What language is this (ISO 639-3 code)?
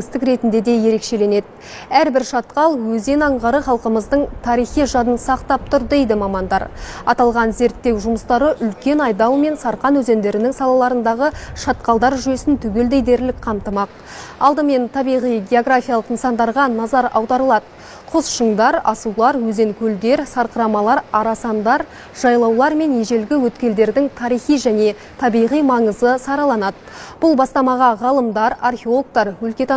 kaz